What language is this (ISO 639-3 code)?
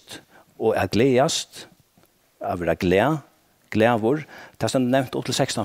fao